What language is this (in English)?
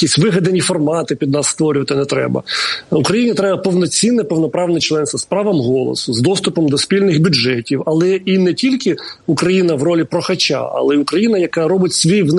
Ukrainian